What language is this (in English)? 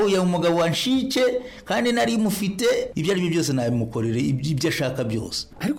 Kinyarwanda